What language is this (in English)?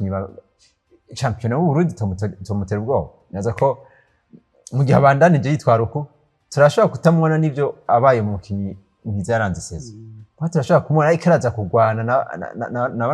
Rundi